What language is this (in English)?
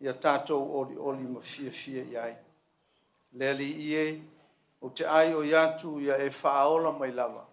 Samoan